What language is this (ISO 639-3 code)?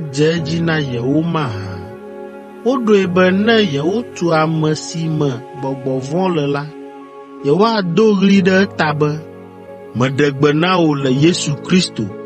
ewe